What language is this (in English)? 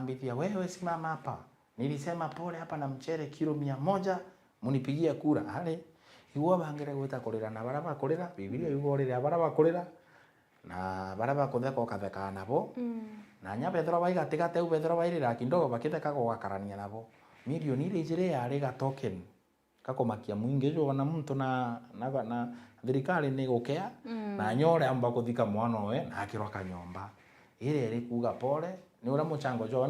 Meru